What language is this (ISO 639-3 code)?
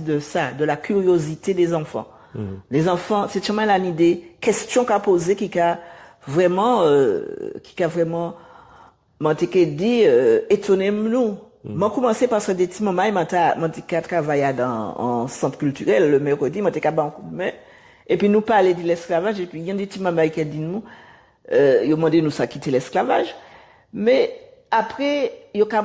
gcf